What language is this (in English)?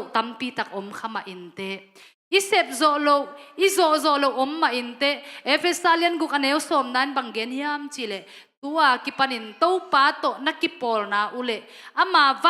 Tedim Chin